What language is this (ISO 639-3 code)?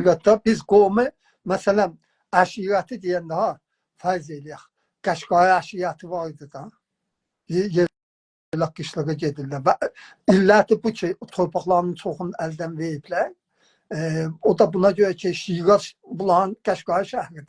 azb